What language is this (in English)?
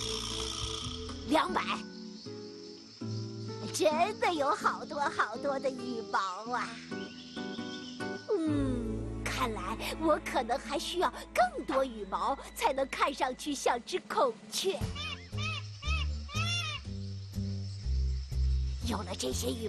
Chinese